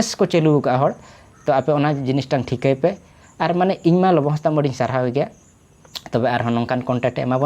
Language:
Santali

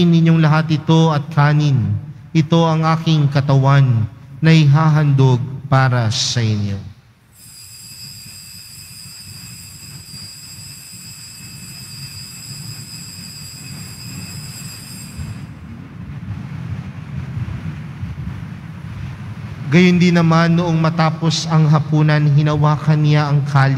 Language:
Filipino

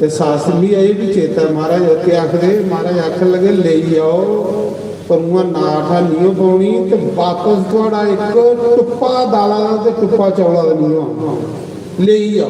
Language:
Dogri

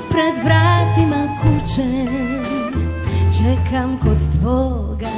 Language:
Croatian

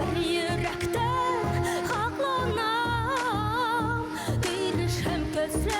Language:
Bashkir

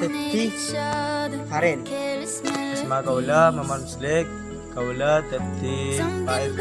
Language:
Madurese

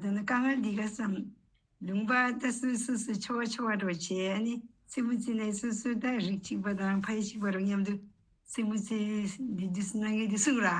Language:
Tibetan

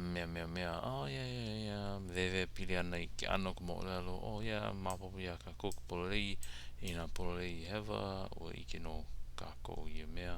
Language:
Hawaiian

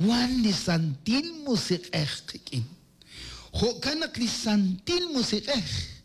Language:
Kekchí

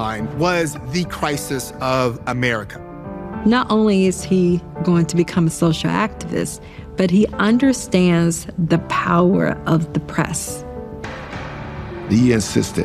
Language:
English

